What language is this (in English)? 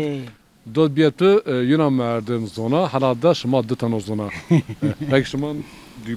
Zaza